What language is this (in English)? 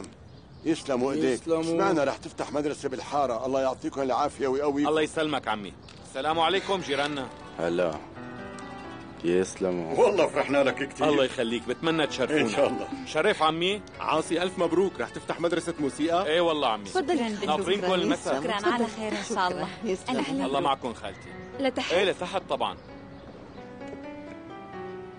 North Levantine Arabic